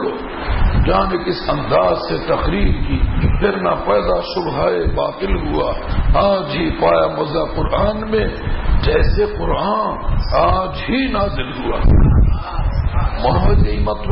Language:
Bangla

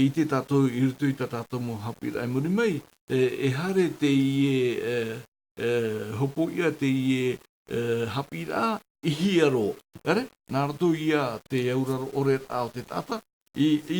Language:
Tahitian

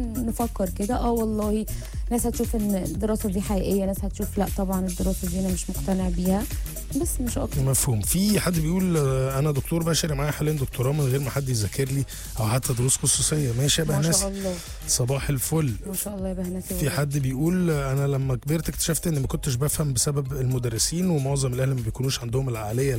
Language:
Egyptian Arabic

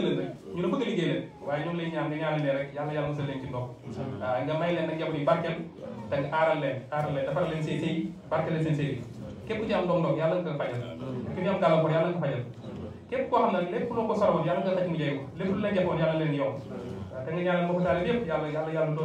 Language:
Wolof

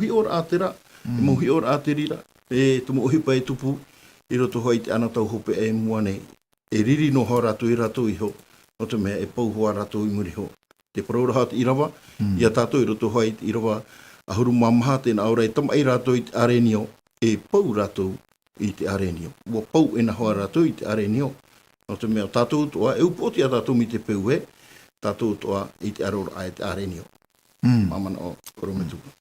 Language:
Tahitian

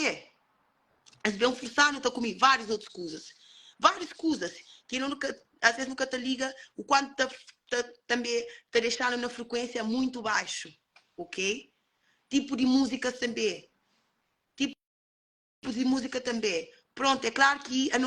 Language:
Kabuverdianu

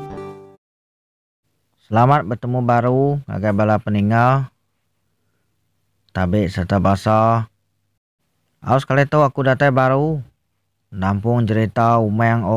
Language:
Iban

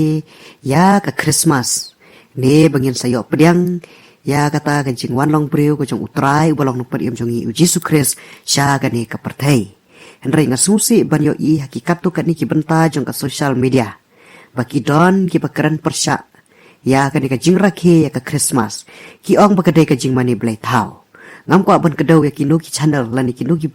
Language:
Khasi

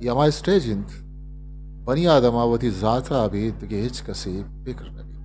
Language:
Eastern Balochi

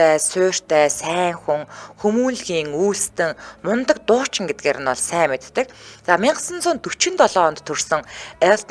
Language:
Mongolian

